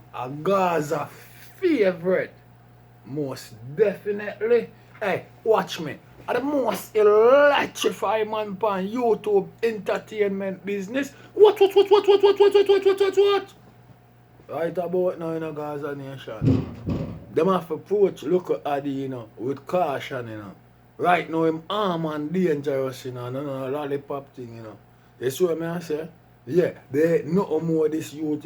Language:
Jamaican Creole English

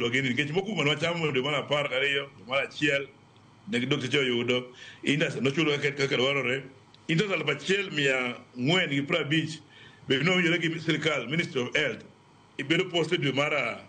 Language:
Luo (Kenya and Tanzania)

